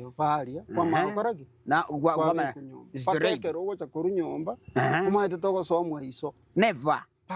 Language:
Gusii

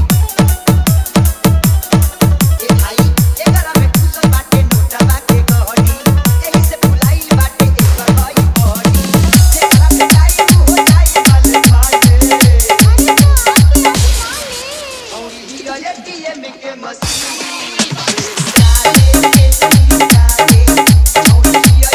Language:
Bhojpuri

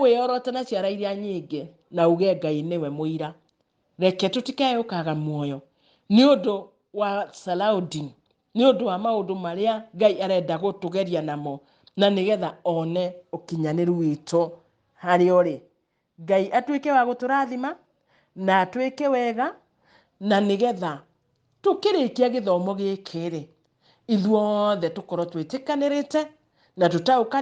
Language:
Kikuyu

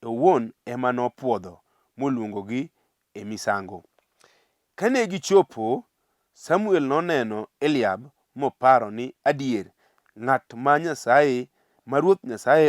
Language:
Luo (Kenya and Tanzania)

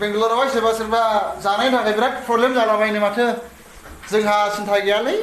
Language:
Bodo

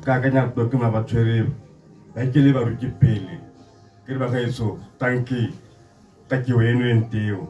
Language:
Tswana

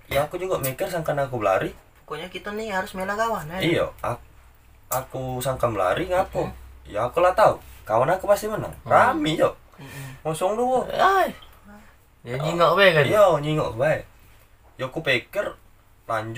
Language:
Musi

